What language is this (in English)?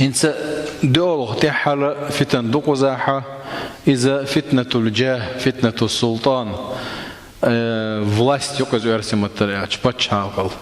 Chechen